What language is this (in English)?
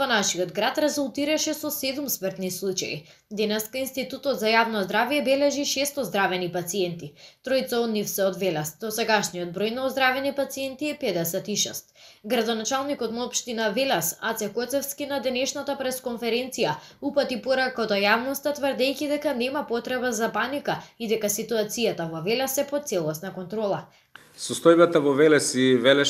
Macedonian